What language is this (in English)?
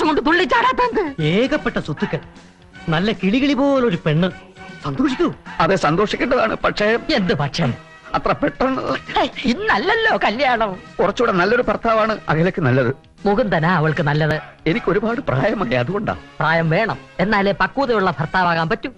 Malayalam